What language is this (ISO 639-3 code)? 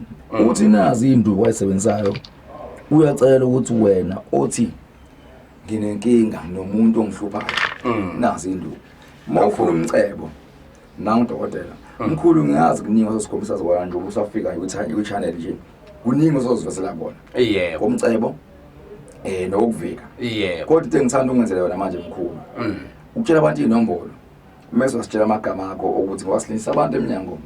zul